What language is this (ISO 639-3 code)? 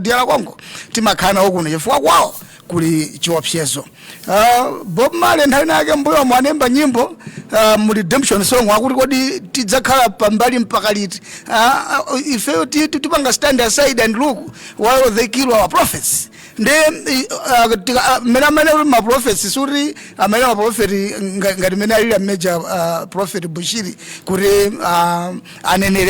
nya